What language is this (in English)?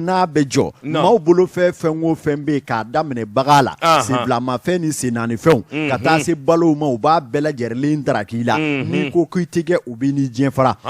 Bambara